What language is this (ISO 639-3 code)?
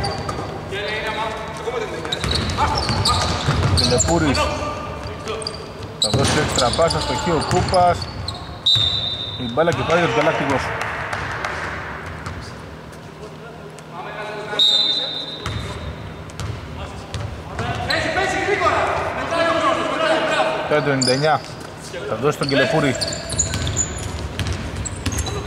ell